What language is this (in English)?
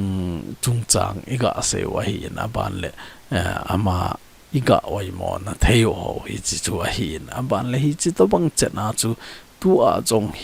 Thado Chin